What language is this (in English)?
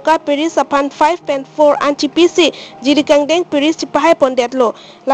Karbi